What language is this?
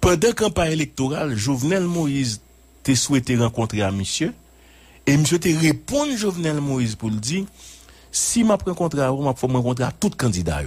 Haitian Creole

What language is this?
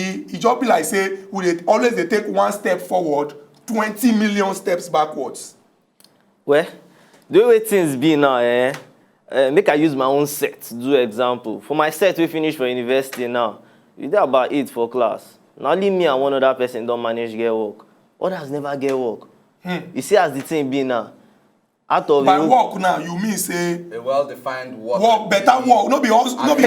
Nigerian Pidgin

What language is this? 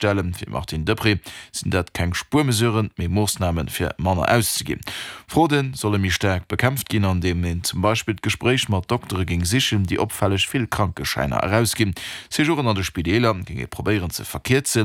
Luxembourgish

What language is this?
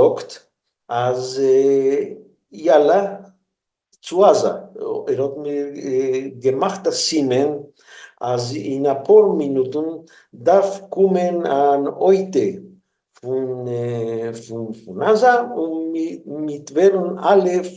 Yiddish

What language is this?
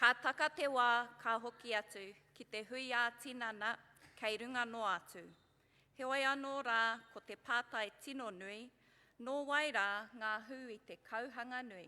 Māori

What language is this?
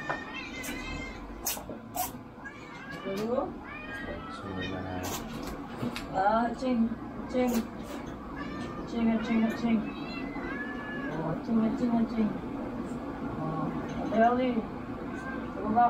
Filipino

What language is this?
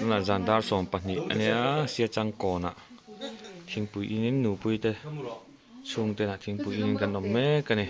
Mizo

